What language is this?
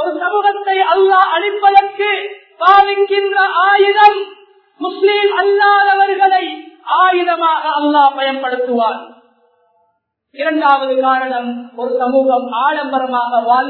Tamil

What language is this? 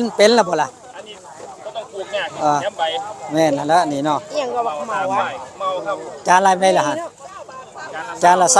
Northeastern Thai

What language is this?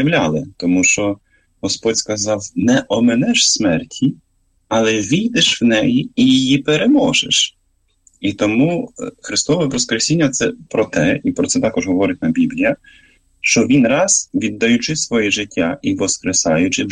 Ukrainian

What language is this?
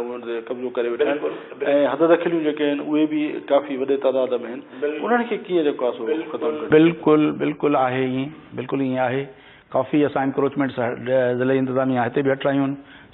Sindhi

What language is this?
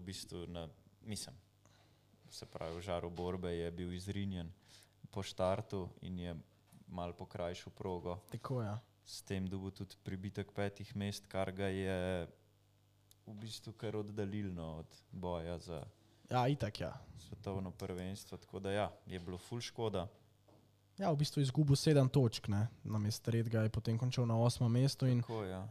Slovenian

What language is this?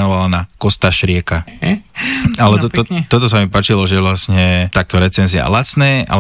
Slovak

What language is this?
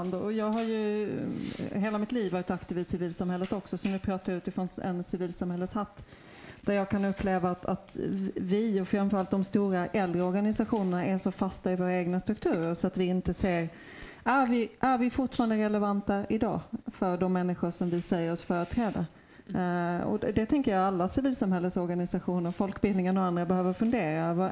Swedish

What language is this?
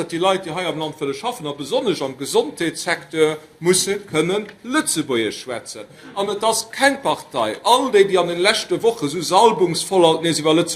Luxembourgish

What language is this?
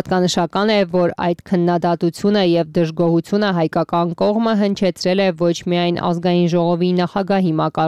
Armenian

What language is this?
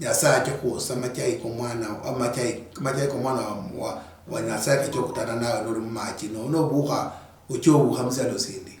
Luyia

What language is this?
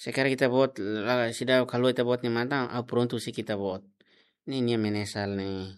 Tetum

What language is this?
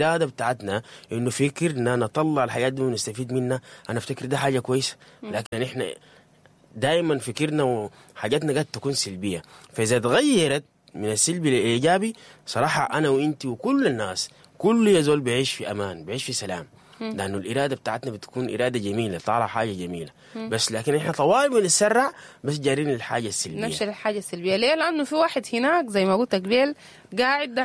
Sudanese Arabic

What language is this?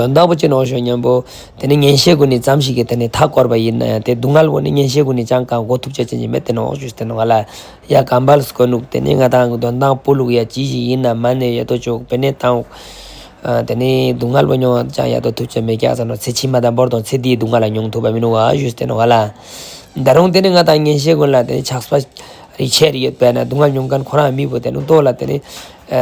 Ladakhi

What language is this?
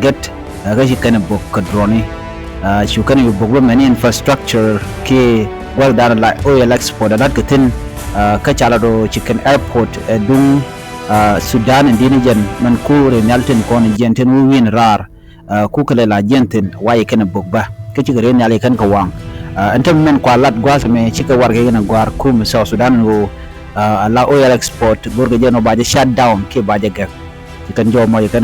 Nuer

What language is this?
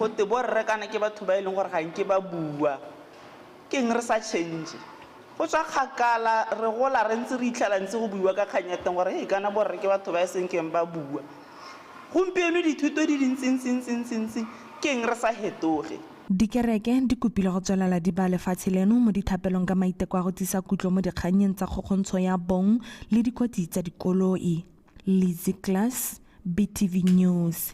Tswana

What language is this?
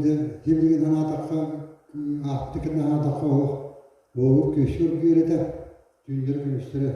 Yakut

